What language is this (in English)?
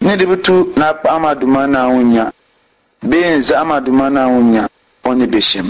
Dagbani